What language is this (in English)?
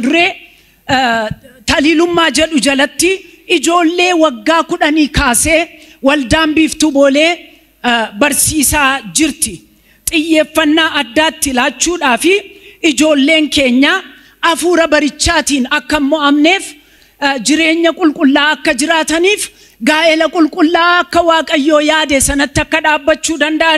Oromo